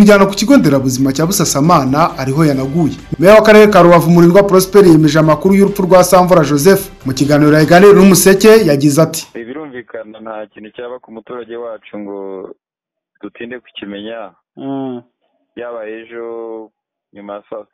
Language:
Kinyarwanda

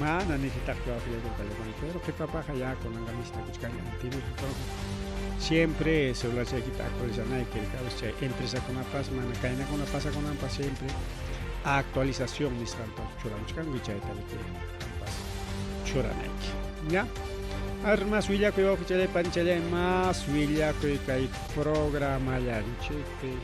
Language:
Ayacucho Quechua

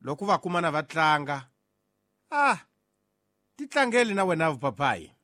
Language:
Tsonga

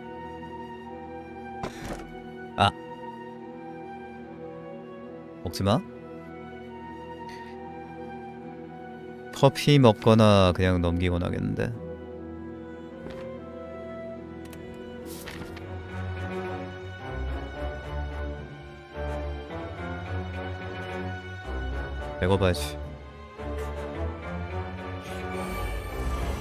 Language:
Korean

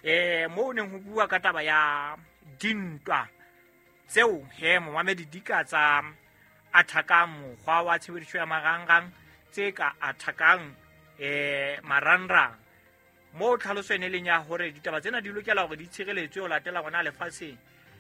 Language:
Southern Sotho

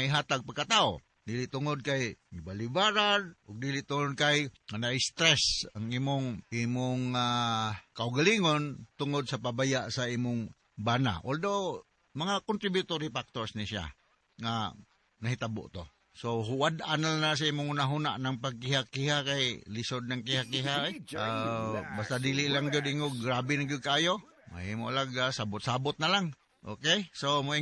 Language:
Cebuano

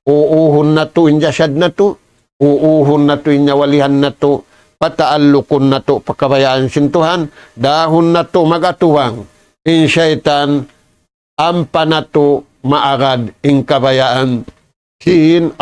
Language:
Tausug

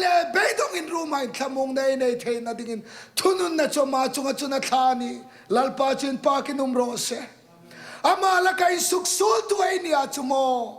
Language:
Hmar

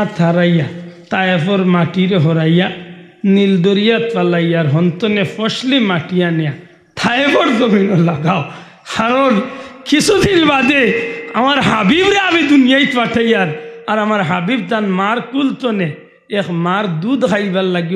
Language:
Sylheti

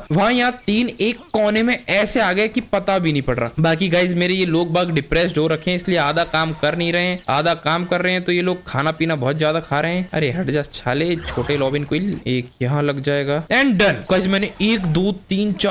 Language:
Hindi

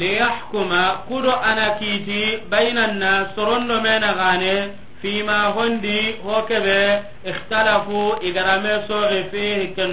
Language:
Soninke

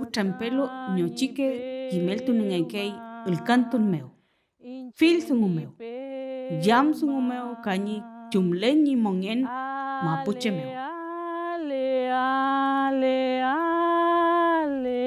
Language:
Mapuche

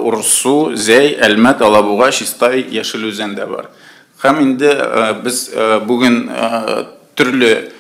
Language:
Tatar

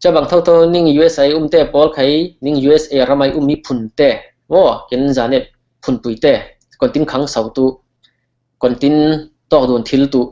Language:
Falam Chin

